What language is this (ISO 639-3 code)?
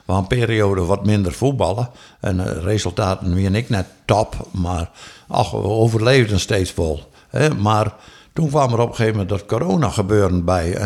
fry